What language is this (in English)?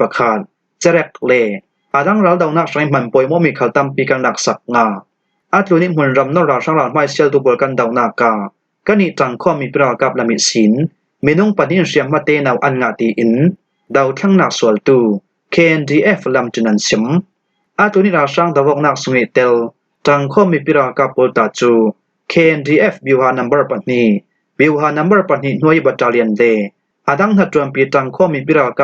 Falam Chin